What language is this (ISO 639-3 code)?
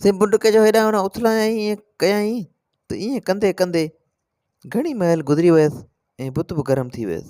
snd